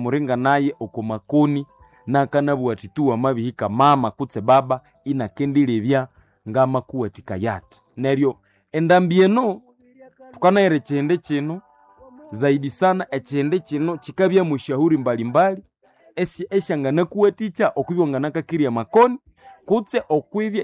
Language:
Nande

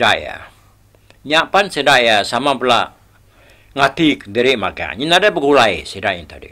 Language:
Iban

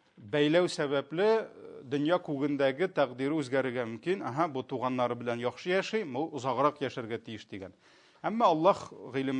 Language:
Tatar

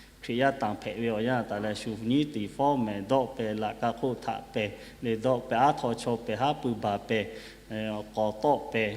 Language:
Lahu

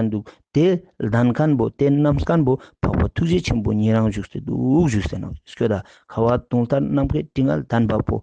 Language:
Ladakhi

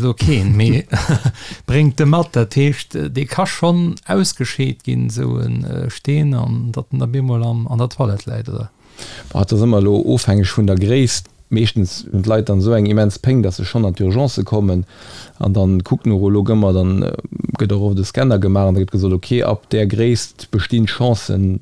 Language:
Luxembourgish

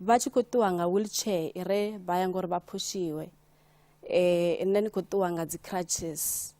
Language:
Venda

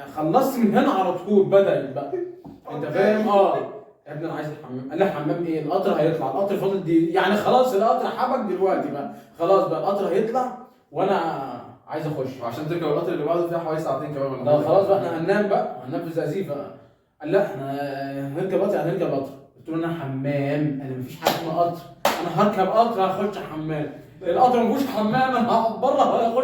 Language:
Egyptian Arabic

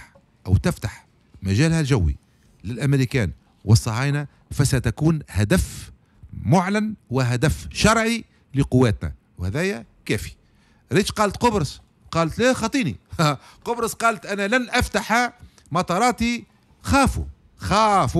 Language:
Tunisian Arabic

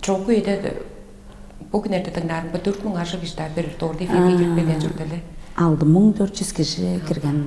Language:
Tuvinian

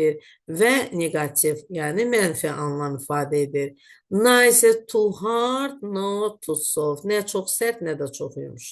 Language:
Azerbaijani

